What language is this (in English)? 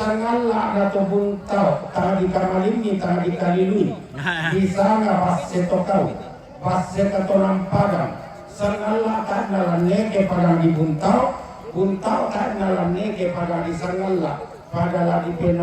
Toraja-Sa'dan